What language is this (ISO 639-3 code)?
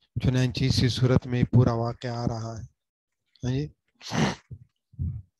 urd